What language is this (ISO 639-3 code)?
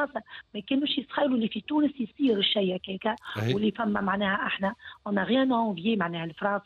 aeb